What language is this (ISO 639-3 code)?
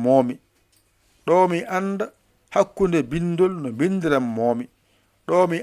ful